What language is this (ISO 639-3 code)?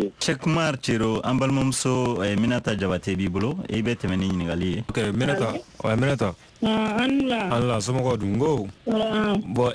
bam